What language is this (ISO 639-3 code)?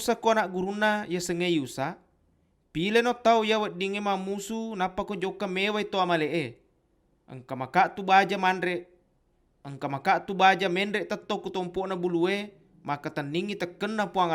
bug